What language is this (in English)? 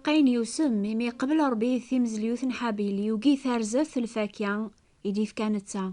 Kabyle